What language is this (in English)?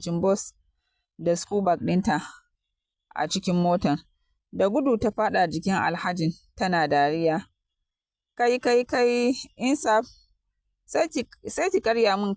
Hausa